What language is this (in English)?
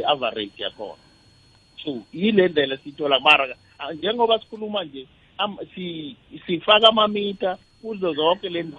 South Ndebele